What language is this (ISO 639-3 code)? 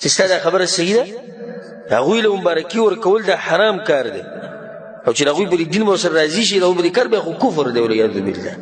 pus